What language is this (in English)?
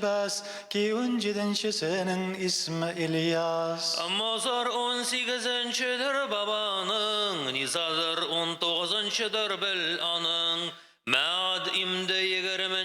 Tatar